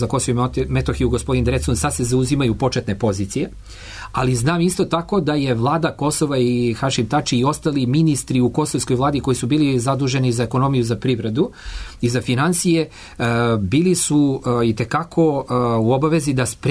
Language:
Serbian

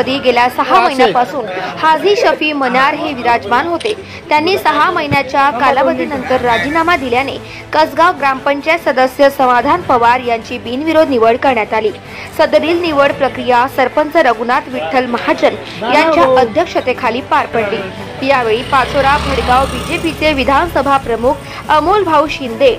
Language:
Marathi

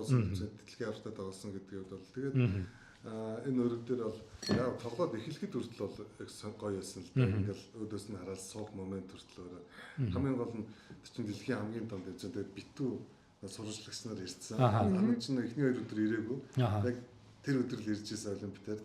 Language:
Mongolian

